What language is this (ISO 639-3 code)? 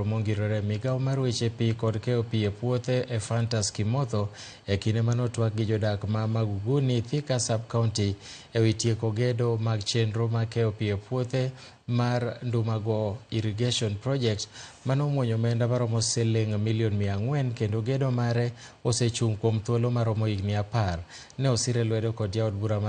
luo